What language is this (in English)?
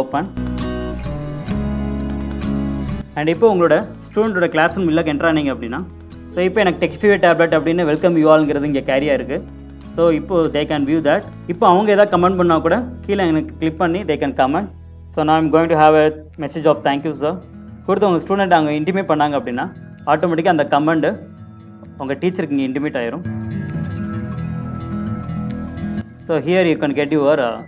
Tamil